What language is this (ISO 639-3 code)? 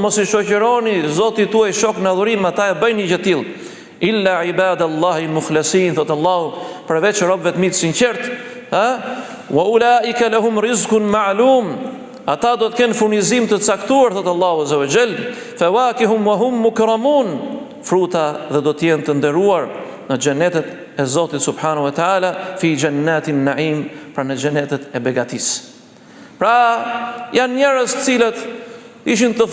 sqi